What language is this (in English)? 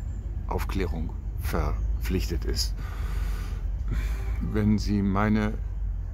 German